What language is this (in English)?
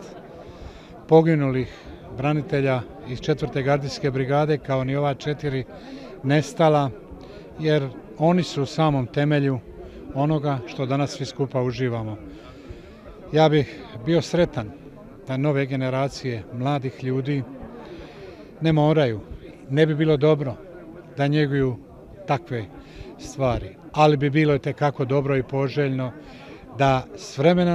Croatian